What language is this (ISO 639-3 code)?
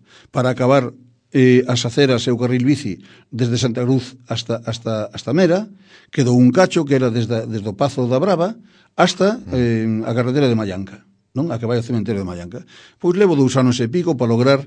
glg